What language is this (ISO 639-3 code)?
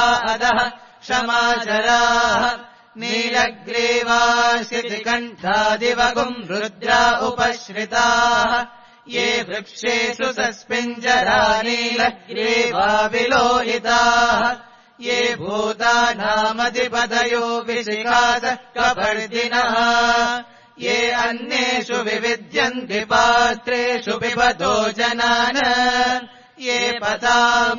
san